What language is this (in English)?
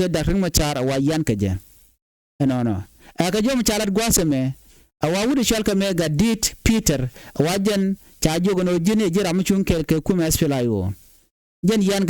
Nuer